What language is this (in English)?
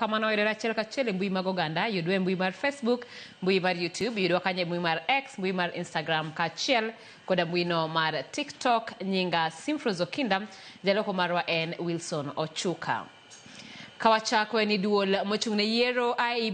Luo (Kenya and Tanzania)